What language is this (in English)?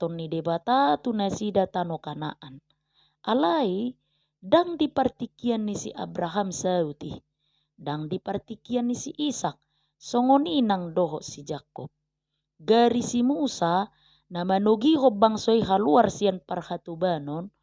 Batak Toba